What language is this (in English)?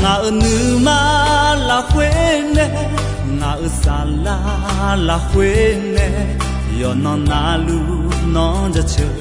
Akha